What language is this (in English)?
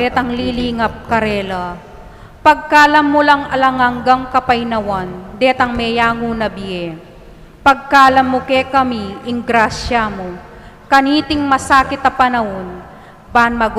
Pampanga